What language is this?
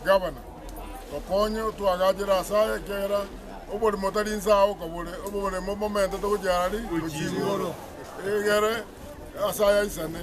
Gusii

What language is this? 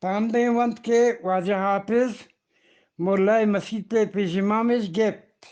Eastern Balochi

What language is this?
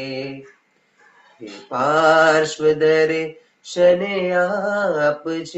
Gujarati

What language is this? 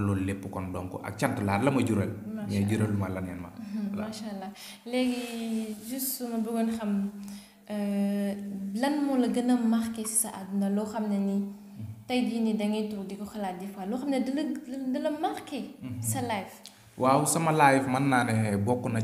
Wolof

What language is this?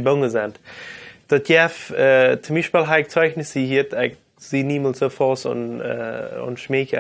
Plautdietsch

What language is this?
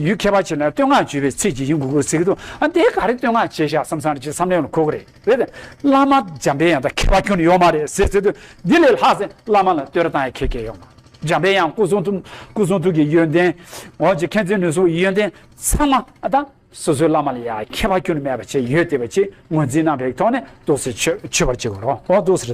Tibetan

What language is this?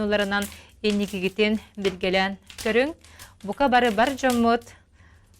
Yakut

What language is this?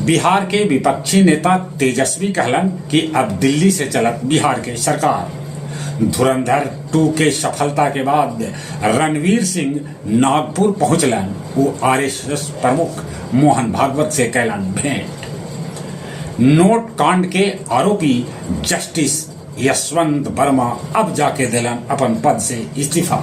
Magahi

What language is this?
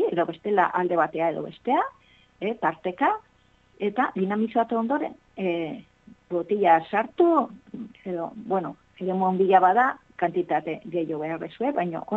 Basque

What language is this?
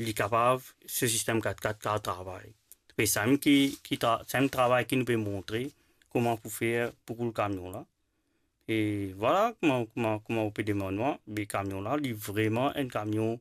Morisyen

